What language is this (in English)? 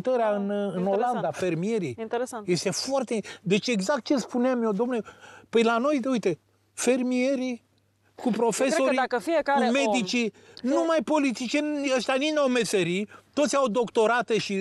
Romanian